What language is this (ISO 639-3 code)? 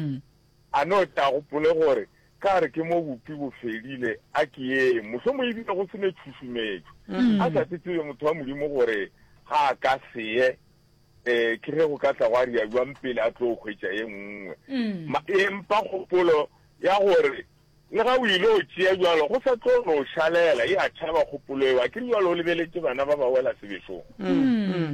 nso